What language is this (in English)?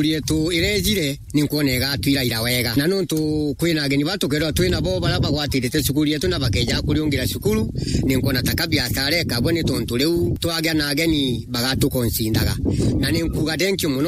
Meru